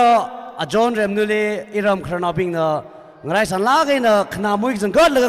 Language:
Tangkhul Naga (India)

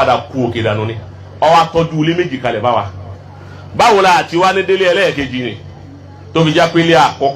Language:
Yoruba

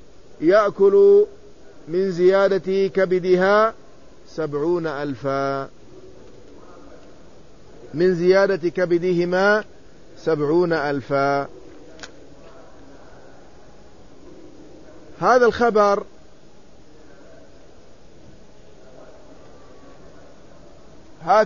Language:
Arabic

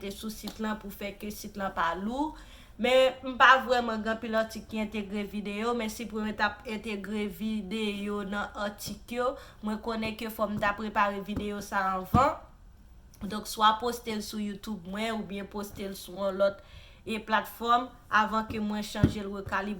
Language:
Haitian Creole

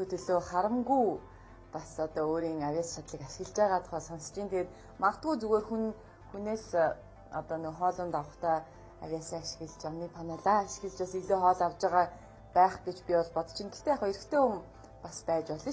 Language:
Mongolian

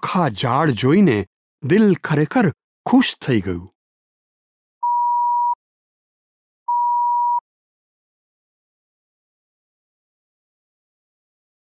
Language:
Gujarati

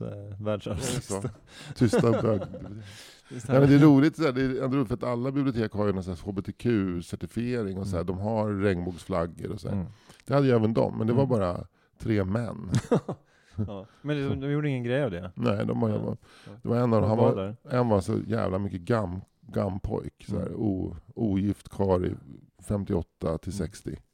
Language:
Swedish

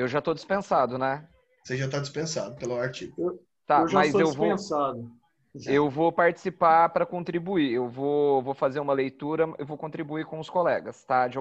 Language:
Portuguese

